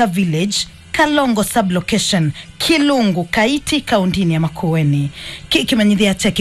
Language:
Kamba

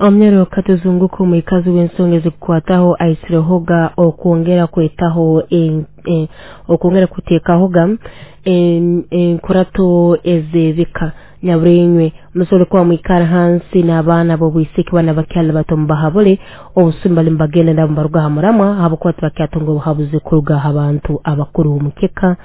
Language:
Nyoro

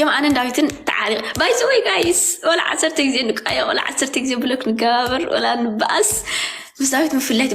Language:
Tigrinya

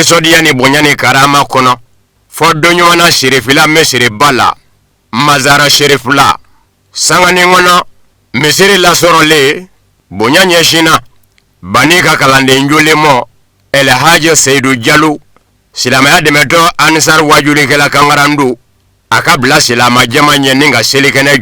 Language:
Bambara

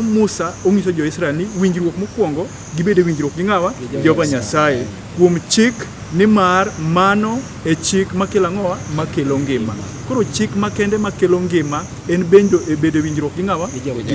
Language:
Luo (Kenya and Tanzania)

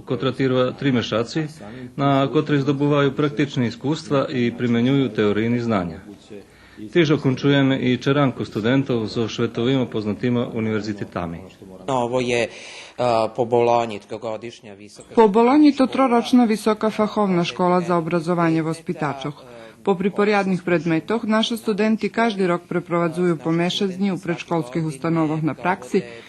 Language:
Rusyn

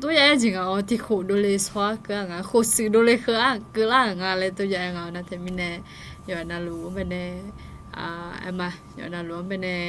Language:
Akha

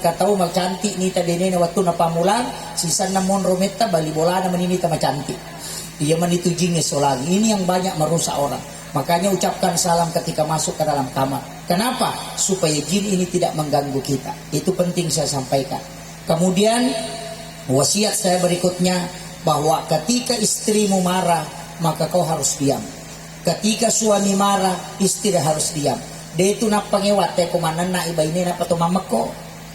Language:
Buginese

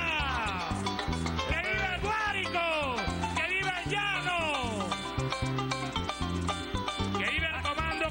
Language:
Spanish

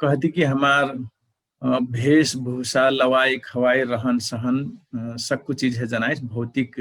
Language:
Dangaura Tharu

